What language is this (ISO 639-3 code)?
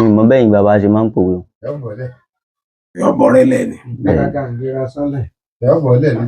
yor